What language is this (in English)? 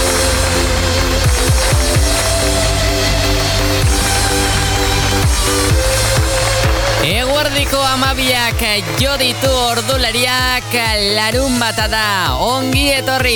Basque